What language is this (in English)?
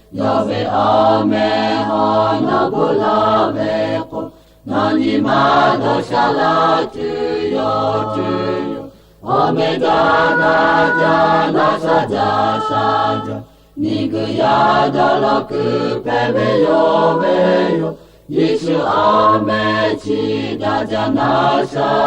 Lahu